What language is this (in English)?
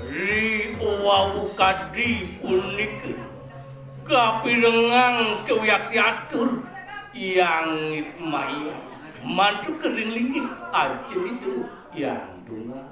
Balinese